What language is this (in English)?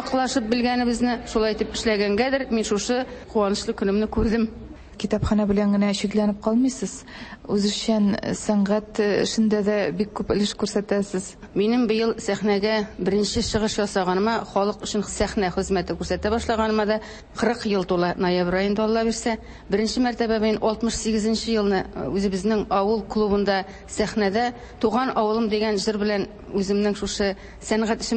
Tatar